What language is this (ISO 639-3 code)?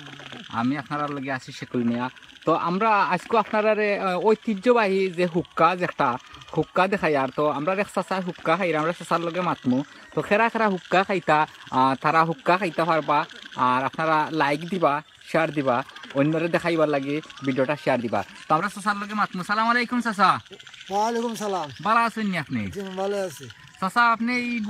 syl